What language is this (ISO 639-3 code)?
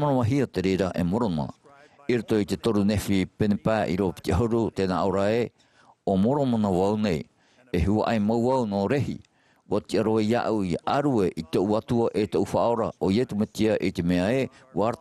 tah